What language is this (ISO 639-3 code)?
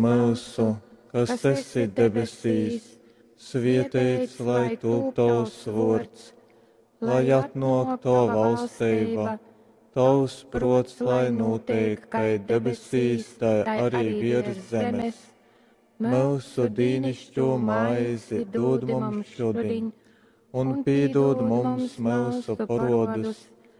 ltg